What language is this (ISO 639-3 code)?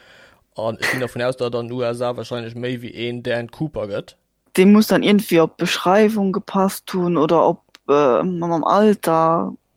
ltz